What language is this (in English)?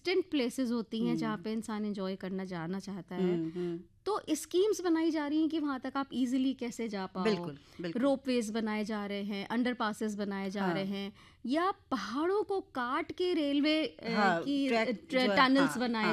Hindi